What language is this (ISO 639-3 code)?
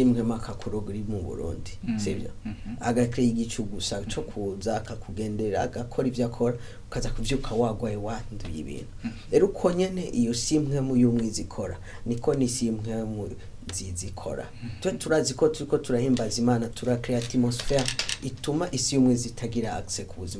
run